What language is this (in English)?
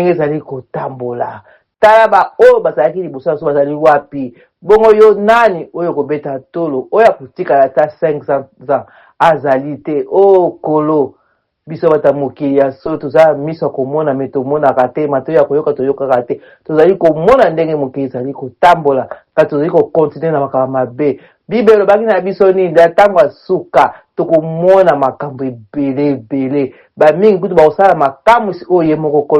Lingala